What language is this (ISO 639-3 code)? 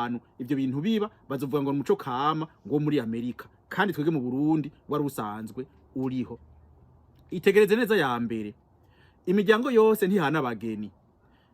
run